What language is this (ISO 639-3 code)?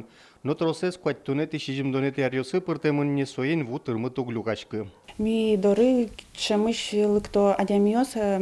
udm